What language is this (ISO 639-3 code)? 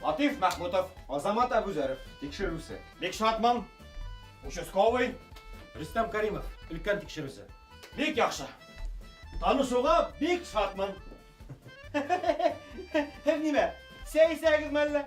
bak